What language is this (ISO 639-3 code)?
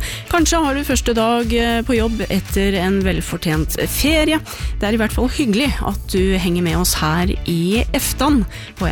nor